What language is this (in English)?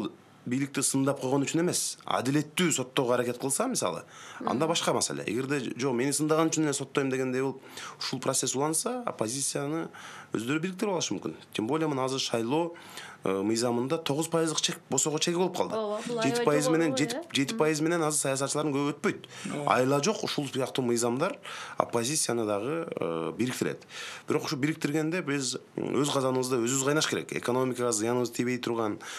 Kyrgyz